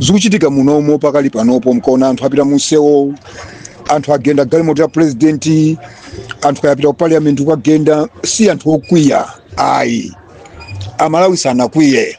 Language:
Nyanja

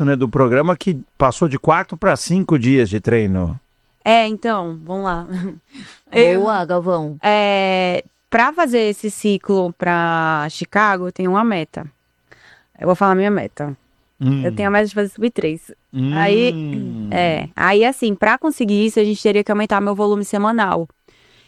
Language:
Portuguese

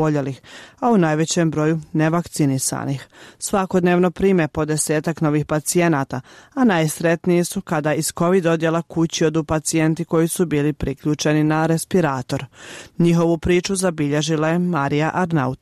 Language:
Serbian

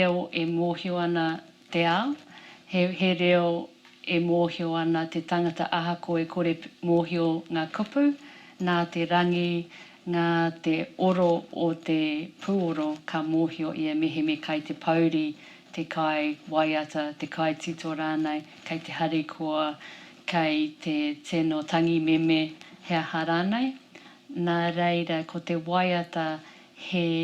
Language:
Māori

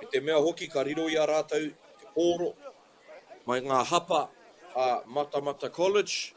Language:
Māori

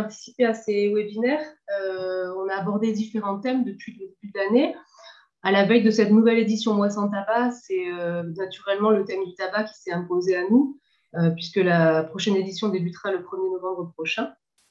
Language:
French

